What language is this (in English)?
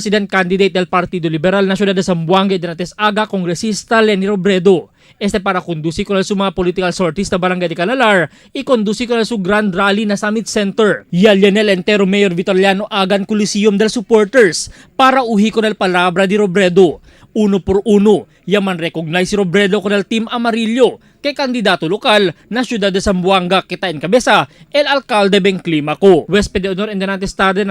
Chavacano